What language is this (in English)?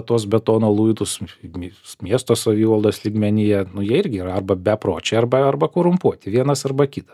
Lithuanian